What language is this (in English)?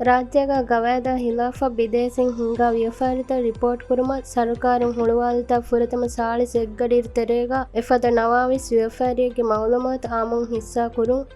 Divehi